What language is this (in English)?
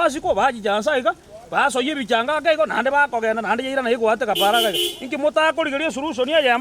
Gusii